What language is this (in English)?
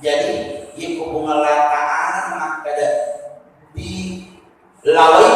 Buginese